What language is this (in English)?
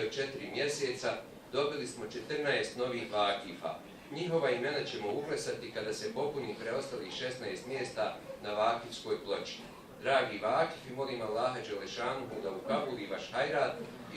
Bosnian